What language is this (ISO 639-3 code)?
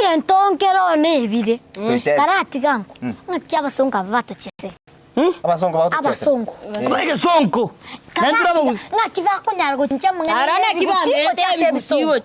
guz